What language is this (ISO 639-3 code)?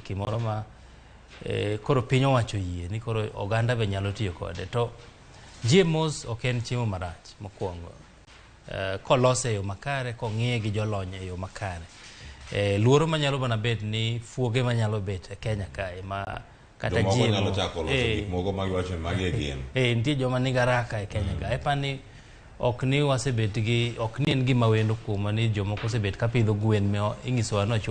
luo